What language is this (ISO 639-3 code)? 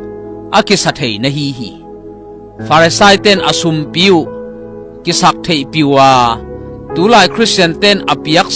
ctd